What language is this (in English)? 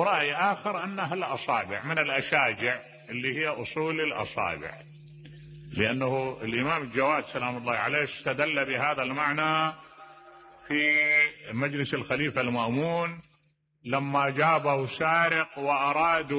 Mesopotamian Arabic